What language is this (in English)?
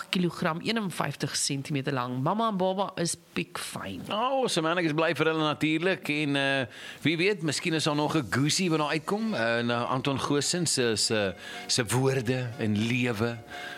Afrikaans